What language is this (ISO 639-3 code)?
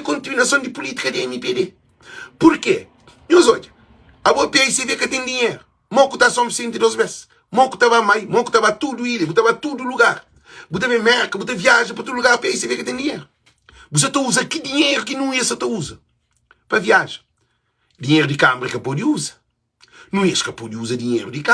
kea